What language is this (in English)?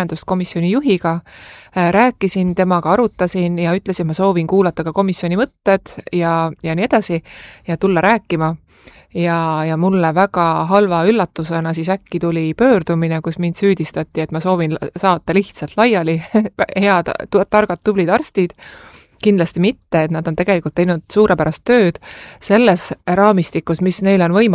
Estonian